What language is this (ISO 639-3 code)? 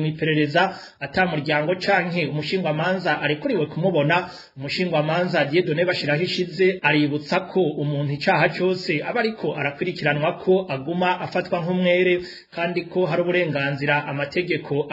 run